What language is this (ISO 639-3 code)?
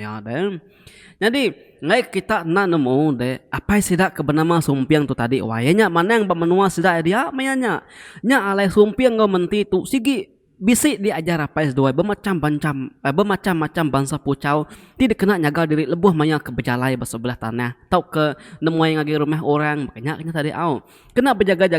iba